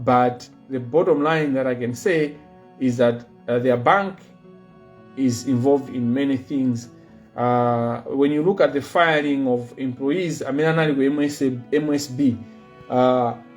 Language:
Nyanja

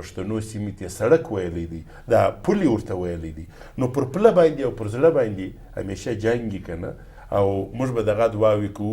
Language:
Pashto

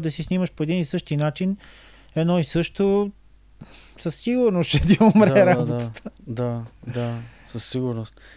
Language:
Bulgarian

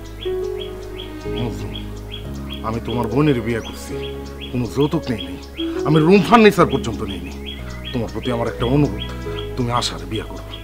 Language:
Bangla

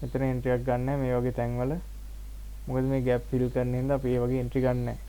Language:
Sinhala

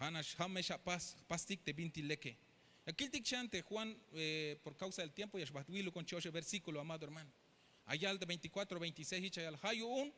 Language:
Tzeltal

